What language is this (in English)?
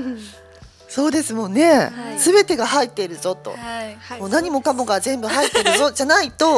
Japanese